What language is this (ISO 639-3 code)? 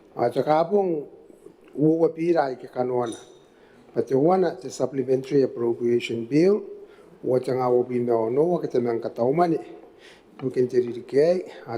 gil